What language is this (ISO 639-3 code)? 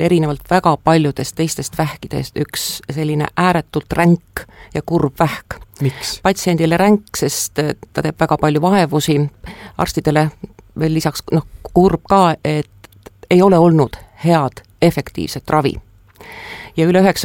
est